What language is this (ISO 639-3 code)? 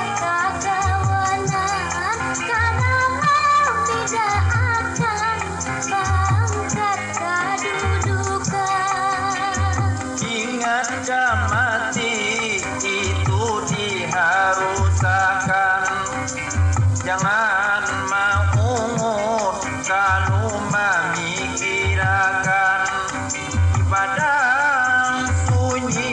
bjn